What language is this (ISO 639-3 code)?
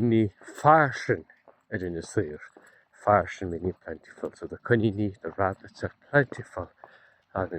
gle